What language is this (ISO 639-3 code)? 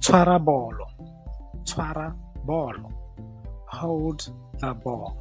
tsn